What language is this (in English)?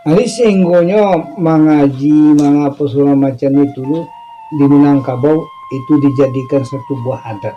Minangkabau